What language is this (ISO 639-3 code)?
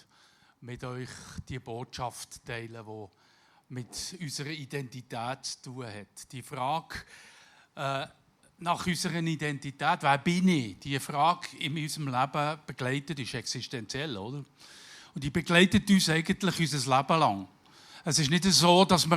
gsw